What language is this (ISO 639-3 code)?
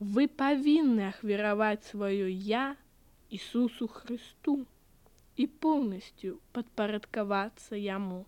bel